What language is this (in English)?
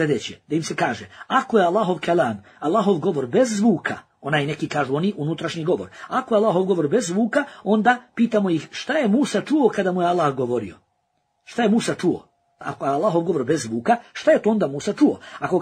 Bosnian